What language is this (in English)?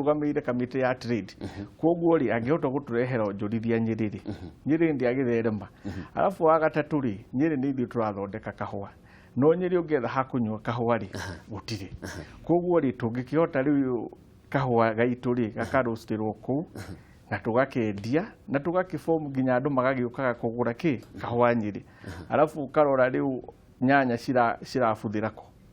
Kikuyu